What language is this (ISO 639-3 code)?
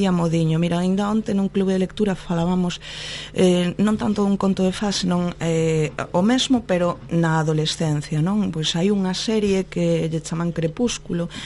glg